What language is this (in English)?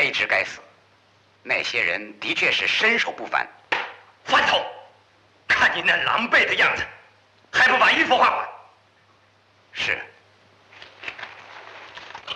Chinese